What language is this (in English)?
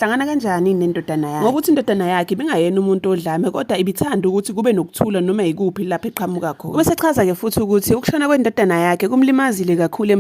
Zulu